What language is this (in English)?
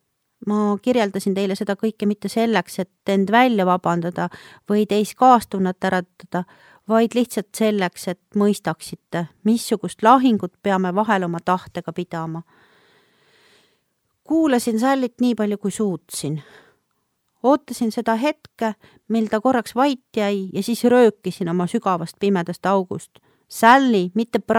Estonian